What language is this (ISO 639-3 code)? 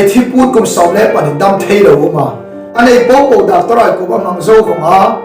hmr